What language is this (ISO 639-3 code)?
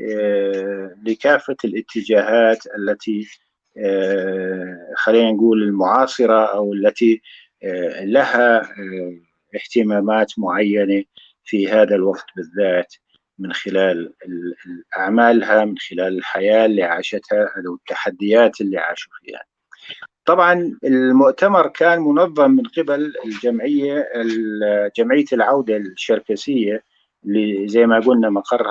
apc